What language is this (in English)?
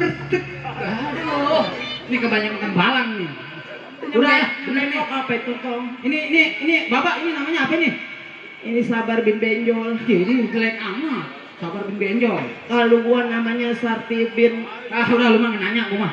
Betawi